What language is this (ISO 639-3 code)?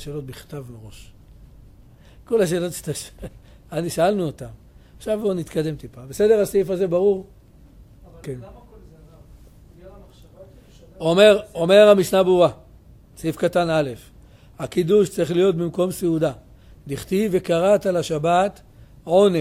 heb